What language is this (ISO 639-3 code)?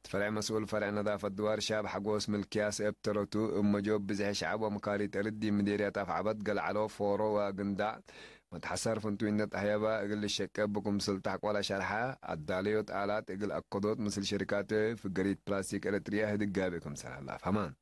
tig